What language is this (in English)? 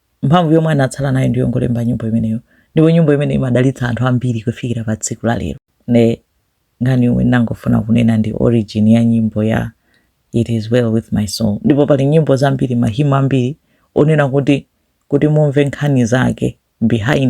Nyanja